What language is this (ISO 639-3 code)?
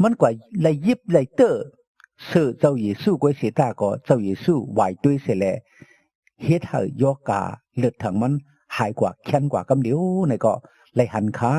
shn